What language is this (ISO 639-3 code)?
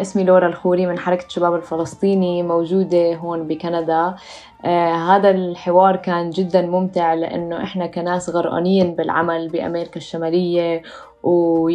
apc